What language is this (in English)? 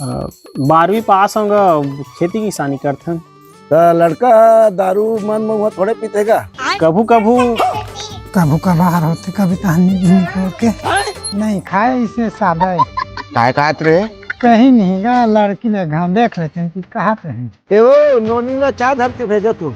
Chhattisgarhi